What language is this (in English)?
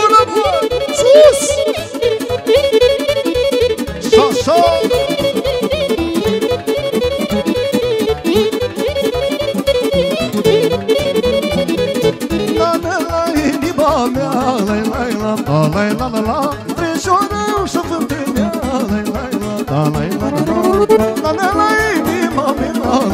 Romanian